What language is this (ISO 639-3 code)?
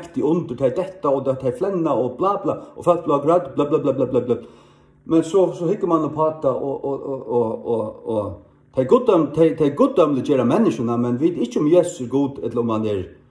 fao